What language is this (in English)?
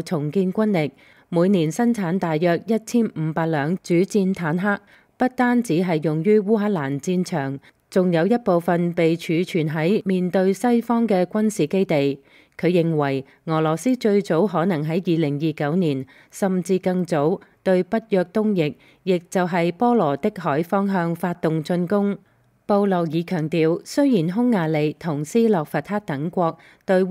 Cantonese